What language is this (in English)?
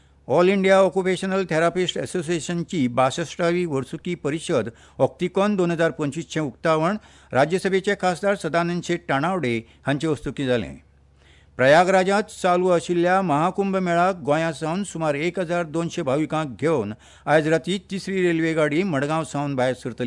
Konkani